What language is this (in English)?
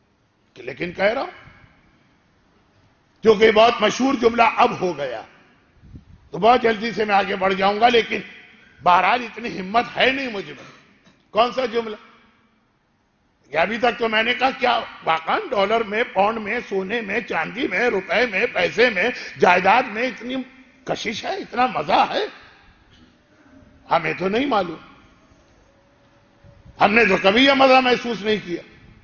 Urdu